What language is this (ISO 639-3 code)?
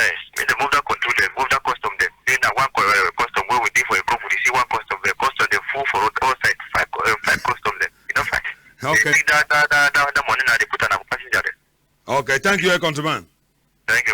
wes